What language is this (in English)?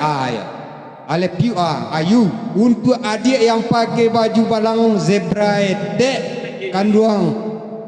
Minangkabau